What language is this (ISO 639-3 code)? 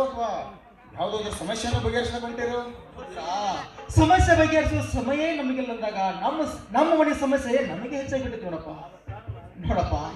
kan